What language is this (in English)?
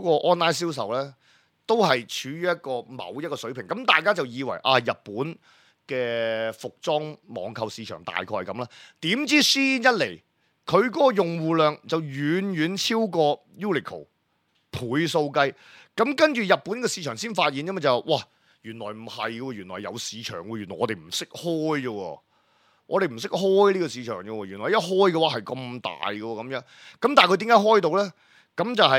Cantonese